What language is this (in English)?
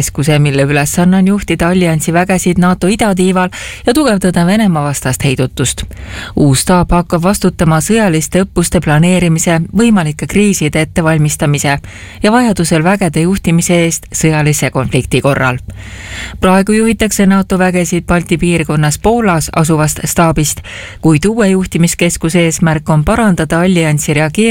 Estonian